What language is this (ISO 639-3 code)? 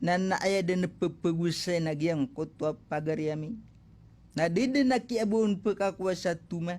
mrw